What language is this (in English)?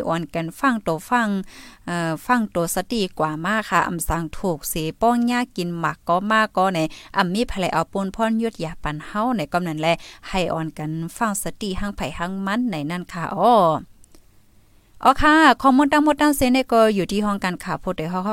Thai